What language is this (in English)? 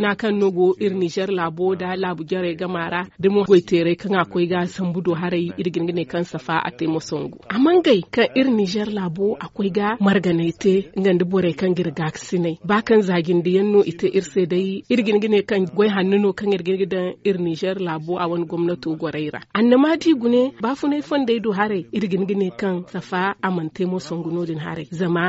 Zarma